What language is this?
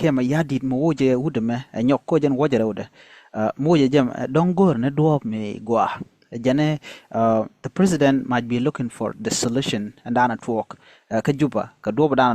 Nuer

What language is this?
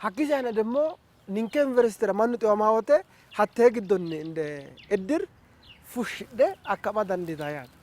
Sidamo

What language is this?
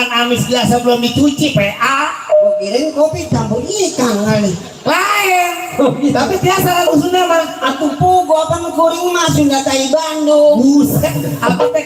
Betawi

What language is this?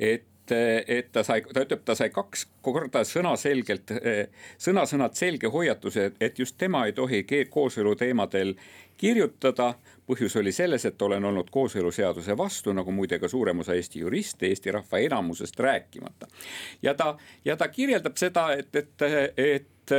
Estonian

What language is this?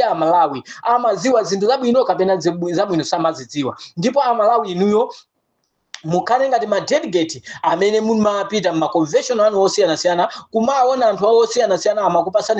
Nyanja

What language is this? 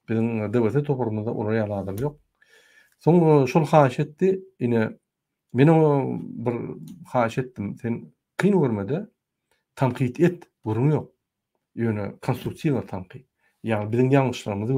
Turkmen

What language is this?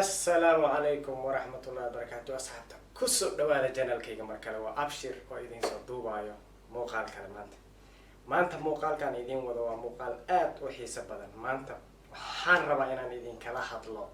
Somali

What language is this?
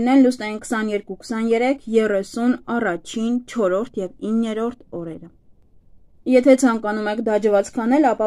Armenian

